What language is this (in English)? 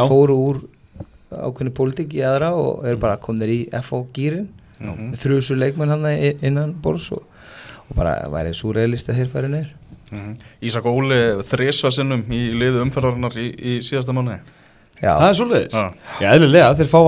Icelandic